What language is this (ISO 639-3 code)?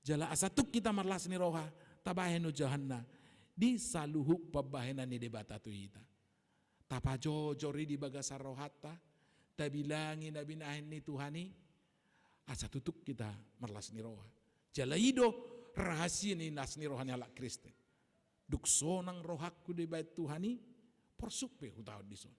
bbc